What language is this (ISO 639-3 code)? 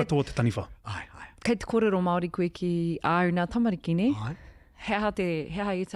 mri